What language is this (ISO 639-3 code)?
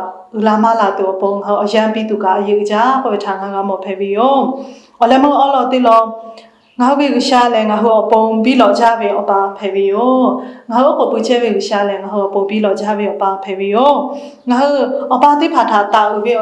lhu